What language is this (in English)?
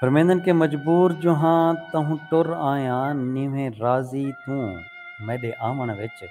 Saraiki